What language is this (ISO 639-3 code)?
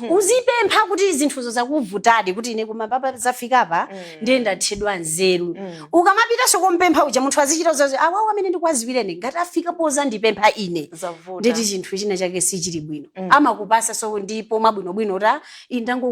nya